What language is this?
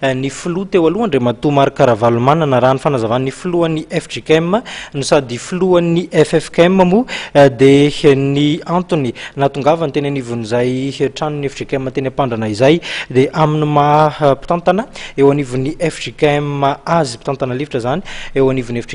Malagasy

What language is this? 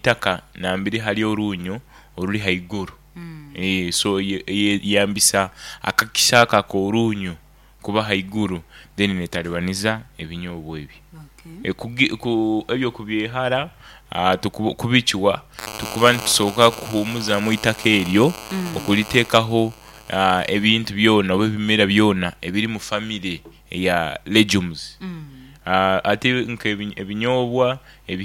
Nyoro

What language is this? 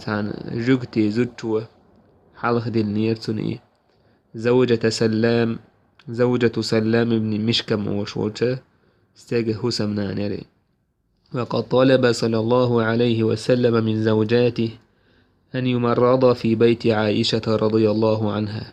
Chechen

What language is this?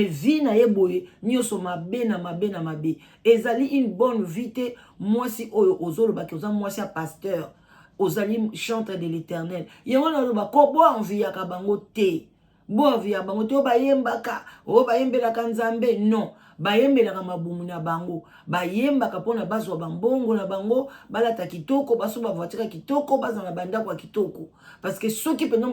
Lingala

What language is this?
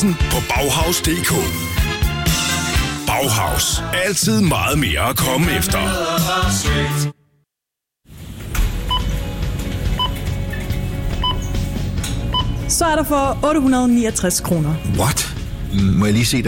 Danish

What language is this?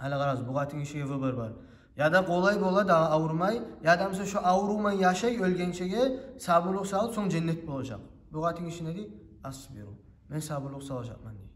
Kumyk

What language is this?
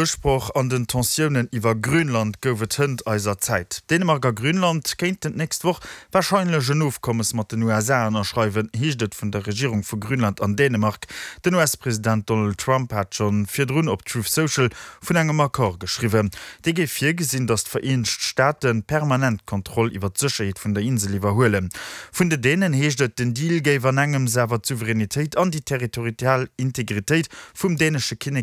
Luxembourgish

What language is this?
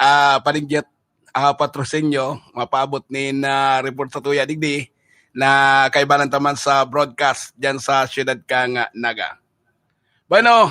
Bikol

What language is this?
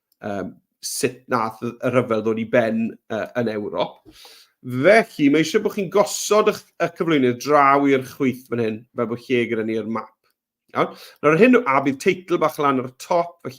Welsh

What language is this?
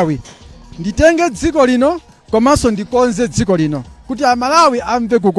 Nyanja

